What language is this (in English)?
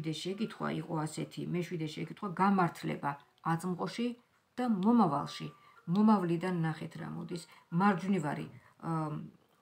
Georgian